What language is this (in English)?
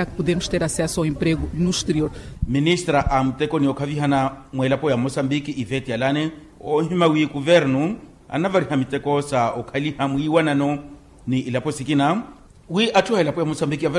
Makhuwa